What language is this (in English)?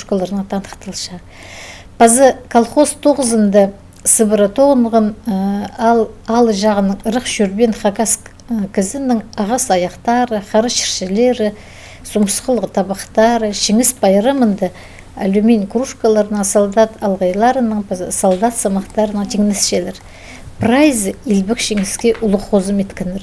Khakas